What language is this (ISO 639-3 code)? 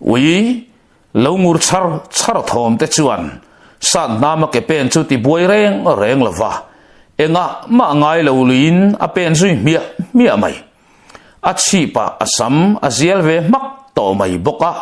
lus